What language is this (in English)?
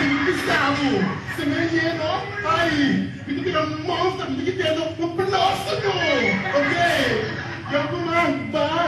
Papiamento